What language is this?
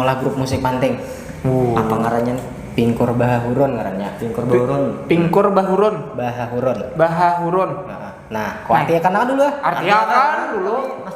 Banjar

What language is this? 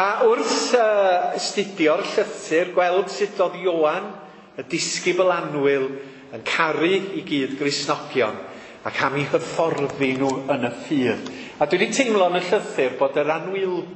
Welsh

